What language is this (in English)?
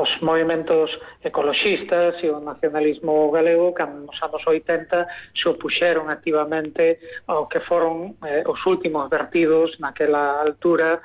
Galician